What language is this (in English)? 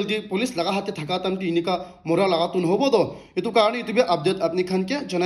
Naga Pidgin